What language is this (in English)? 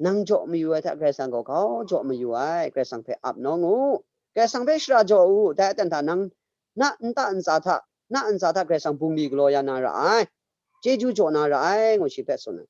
Kachin